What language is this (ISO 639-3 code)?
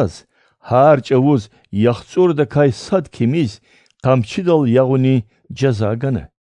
lez